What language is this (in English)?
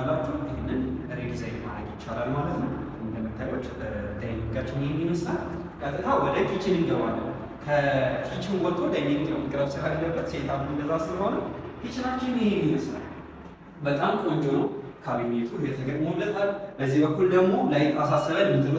Amharic